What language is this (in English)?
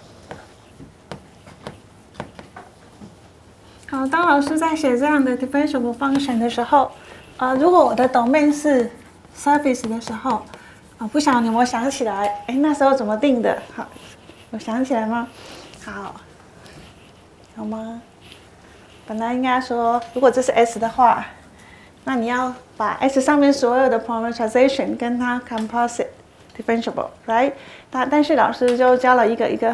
Chinese